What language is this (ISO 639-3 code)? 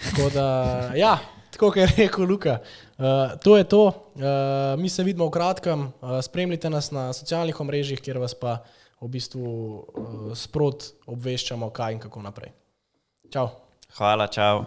slv